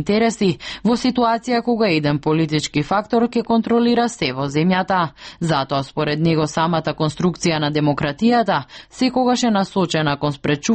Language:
Macedonian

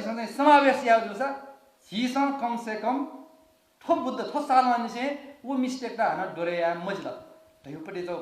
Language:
Newari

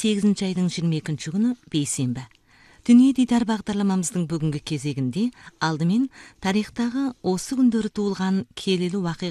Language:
Kazakh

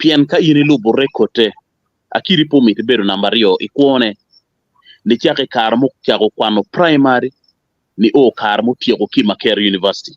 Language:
Acoli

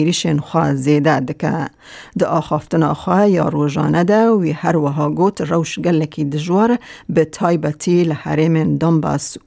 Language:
Kurdish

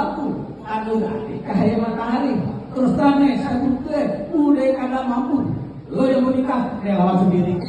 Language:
Betawi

